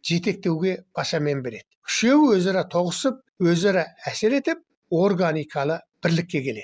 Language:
Kazakh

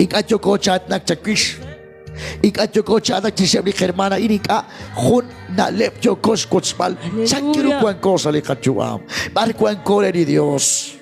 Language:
Kekchí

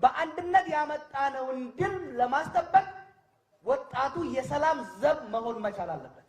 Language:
Amharic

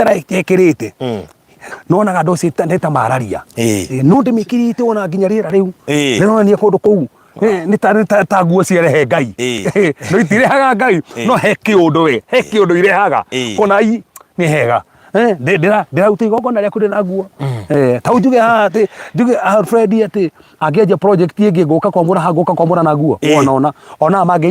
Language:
Kikuyu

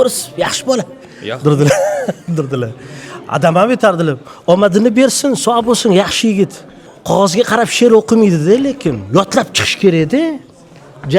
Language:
Uzbek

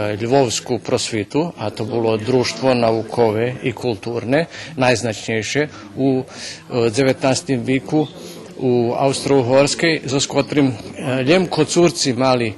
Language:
Rusyn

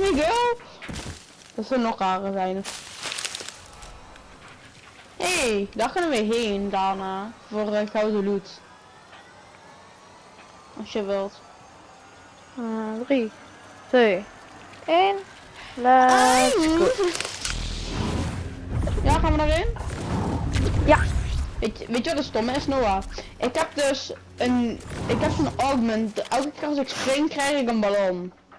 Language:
Dutch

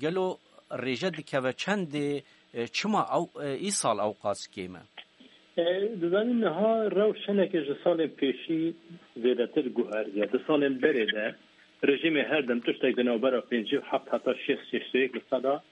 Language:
Kurdish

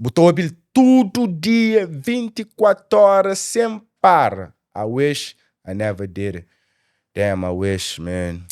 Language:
Kabuverdianu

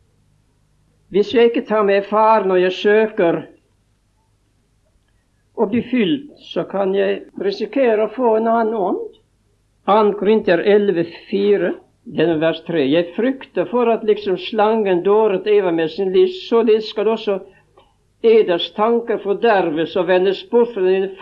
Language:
Norwegian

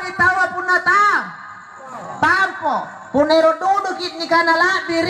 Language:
Makasar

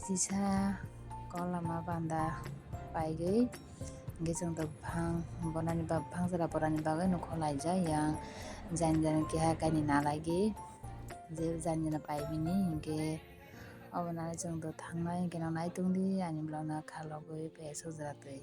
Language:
Kok Borok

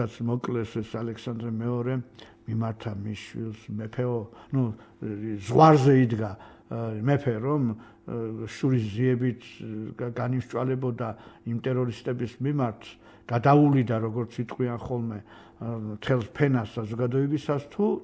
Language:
Georgian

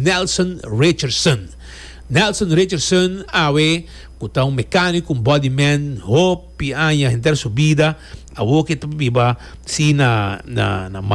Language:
Papiamento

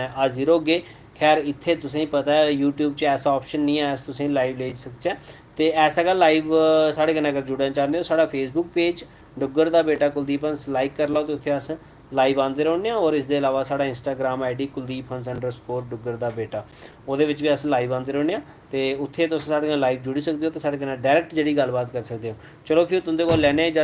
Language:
Dogri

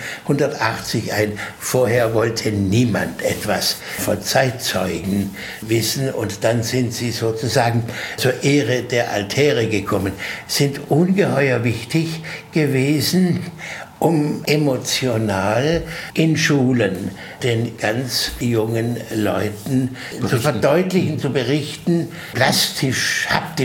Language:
German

